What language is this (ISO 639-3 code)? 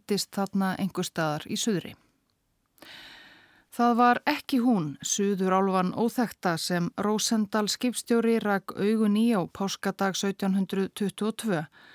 isl